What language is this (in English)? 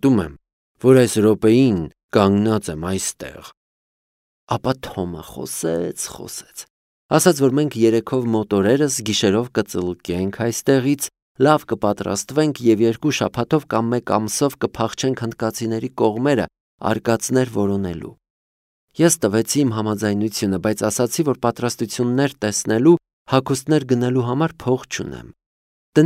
Armenian